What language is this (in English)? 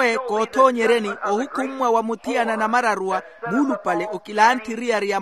Makhuwa